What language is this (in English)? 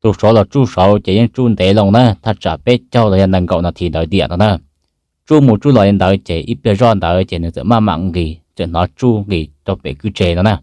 Hmong